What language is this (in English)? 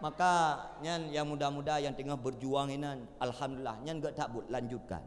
Achinese